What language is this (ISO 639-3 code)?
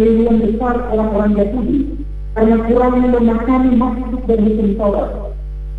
ind